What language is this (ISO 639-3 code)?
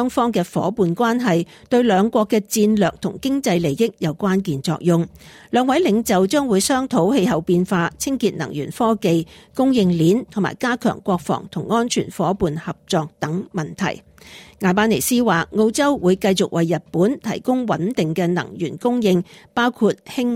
yue